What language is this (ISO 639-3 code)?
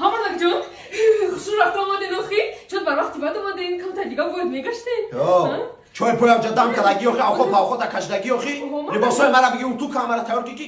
tgk